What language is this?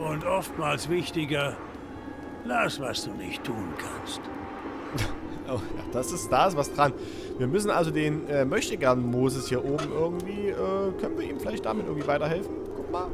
German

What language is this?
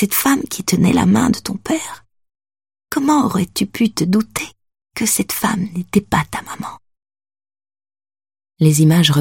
French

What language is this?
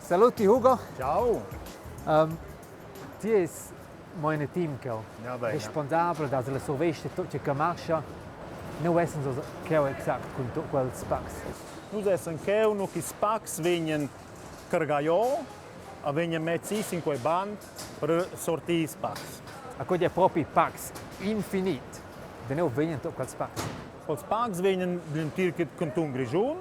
Romansh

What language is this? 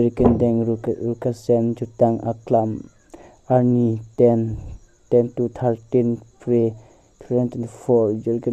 Karbi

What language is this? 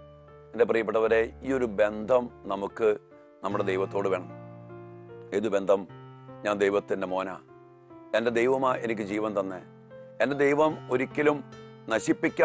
Malayalam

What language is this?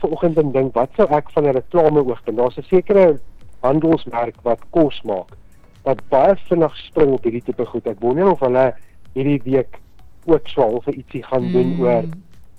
Afrikaans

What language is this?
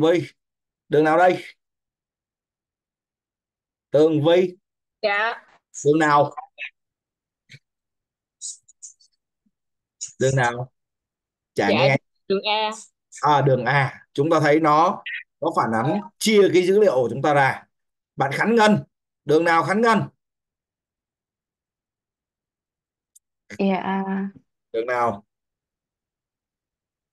Vietnamese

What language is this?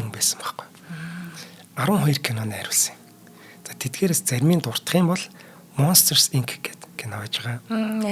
Mongolian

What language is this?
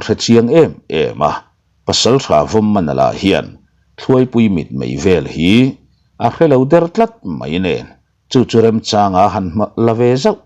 Mizo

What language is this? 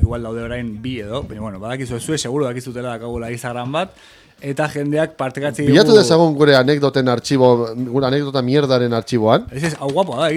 Basque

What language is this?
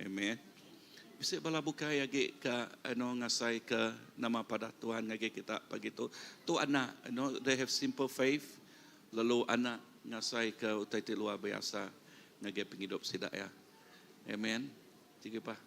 Iban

